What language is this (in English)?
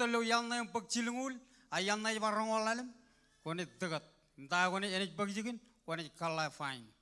Marshallese